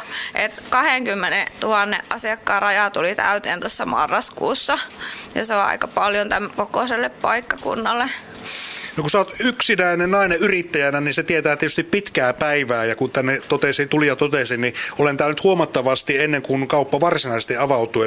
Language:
Finnish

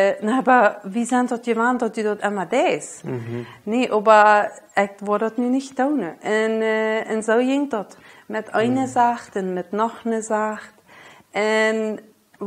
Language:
Plautdietsch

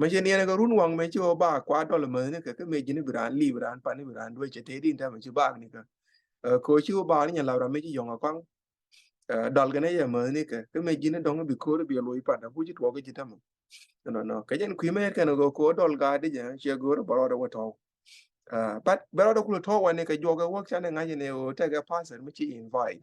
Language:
Nuer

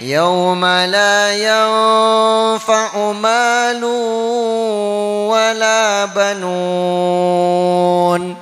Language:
Madurese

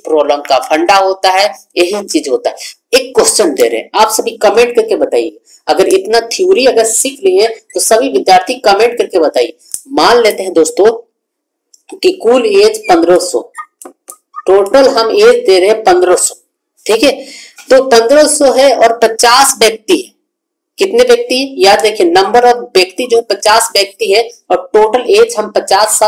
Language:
Hindi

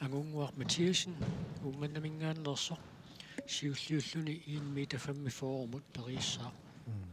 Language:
Kalaallisut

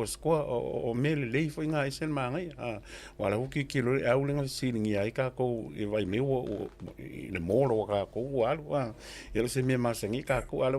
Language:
Samoan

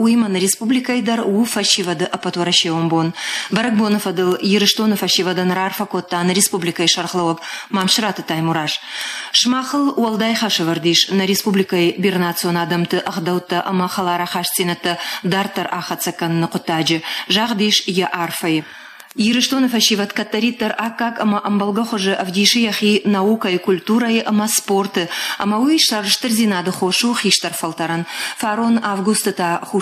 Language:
Ossetic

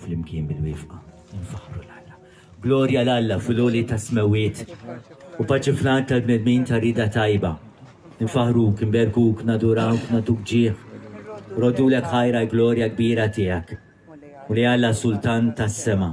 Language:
Maltese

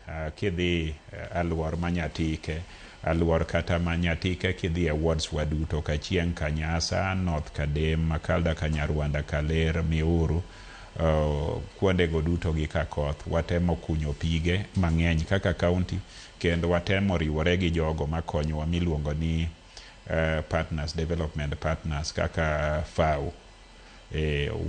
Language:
Luo (Kenya and Tanzania)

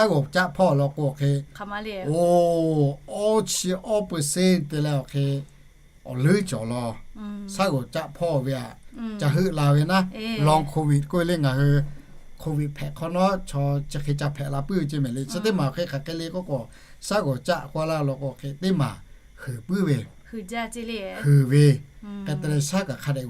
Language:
Lahu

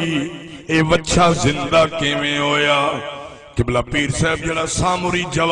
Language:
Saraiki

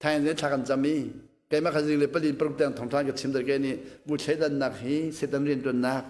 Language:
Hakha Chin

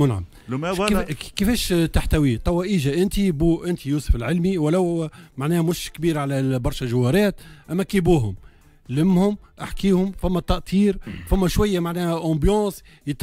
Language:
Tunisian Arabic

